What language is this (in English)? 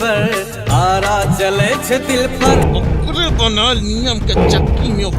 Maithili